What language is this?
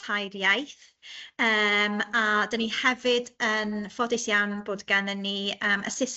Welsh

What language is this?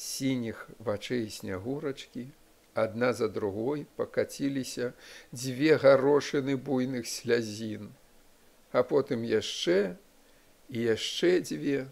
Belarusian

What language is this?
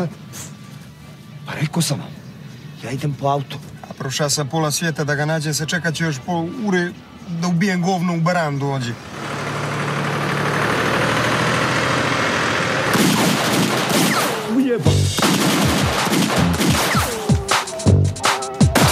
Serbian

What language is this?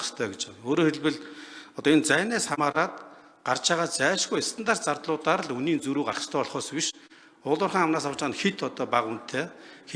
Mongolian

